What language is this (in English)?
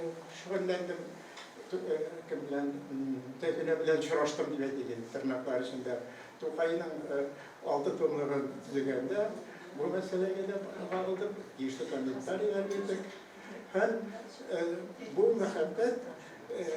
Tatar